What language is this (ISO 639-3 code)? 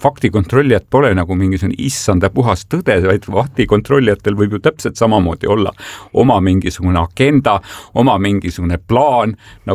est